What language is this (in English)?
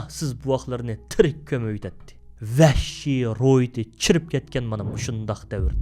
Uyghur